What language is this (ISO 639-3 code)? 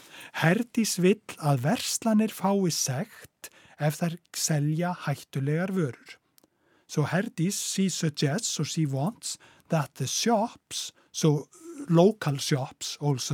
isl